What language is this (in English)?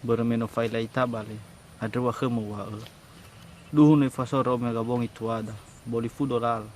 Nias